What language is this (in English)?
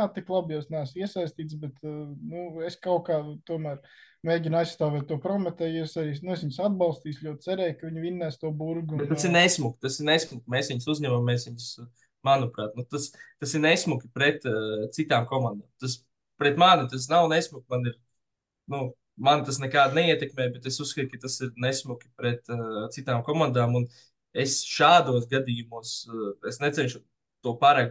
Latvian